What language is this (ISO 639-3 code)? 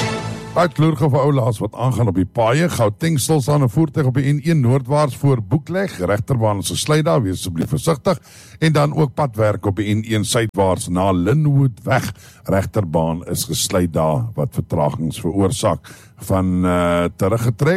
afr